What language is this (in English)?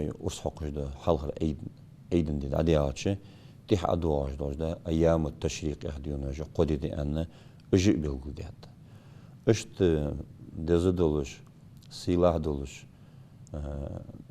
Ingush